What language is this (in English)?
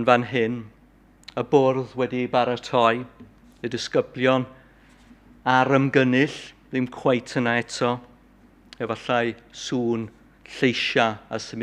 Welsh